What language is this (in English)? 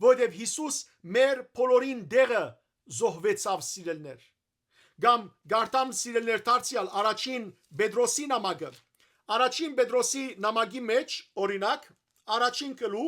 Western Armenian